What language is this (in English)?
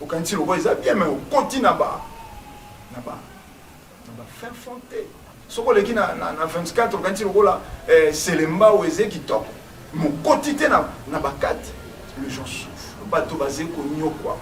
Lingala